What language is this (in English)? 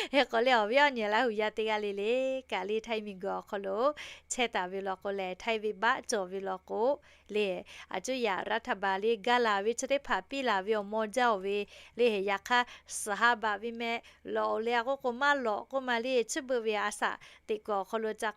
Lahu